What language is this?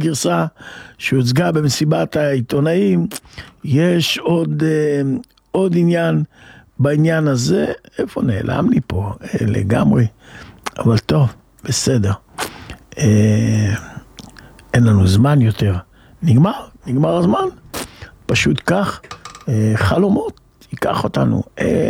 Hebrew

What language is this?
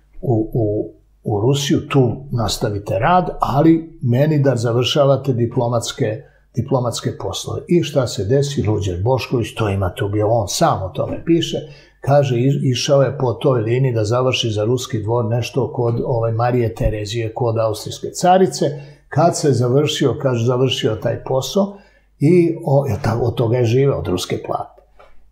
Serbian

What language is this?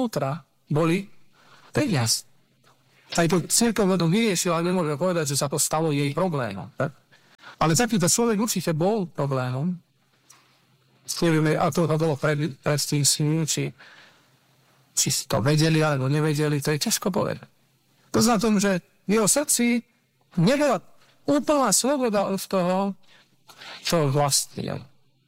Slovak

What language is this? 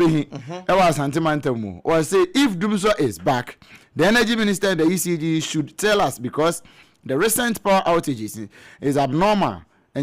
Akan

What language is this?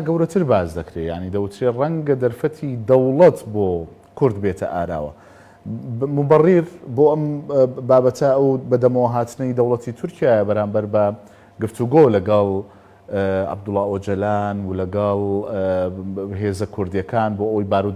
Central Kurdish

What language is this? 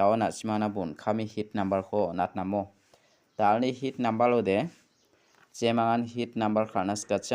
Garo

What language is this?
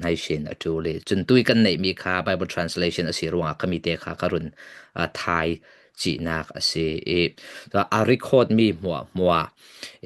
Falam Chin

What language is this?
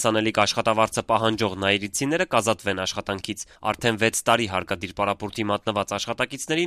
Armenian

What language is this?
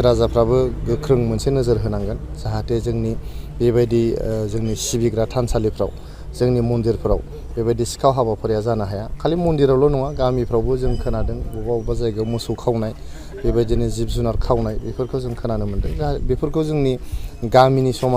Bodo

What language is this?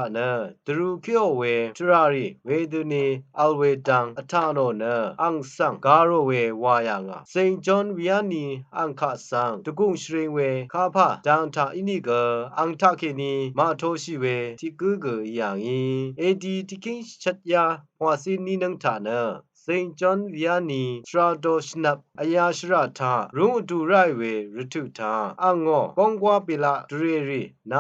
Rawang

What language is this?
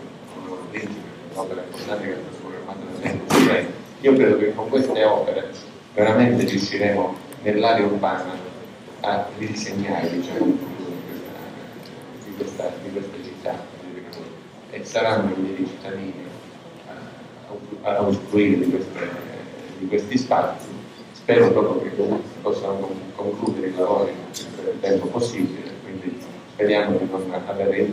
Italian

